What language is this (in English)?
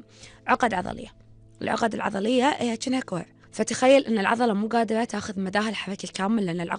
Gulf Arabic